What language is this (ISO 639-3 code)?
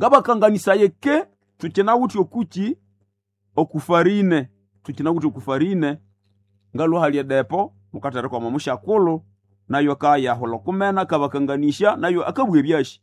nnb